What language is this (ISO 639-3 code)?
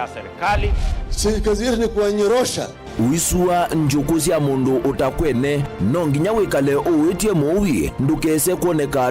kam